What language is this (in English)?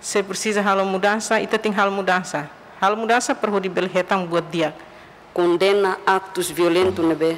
Tetum